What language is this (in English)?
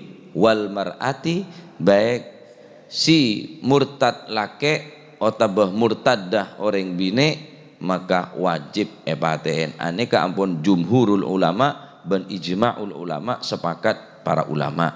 Madurese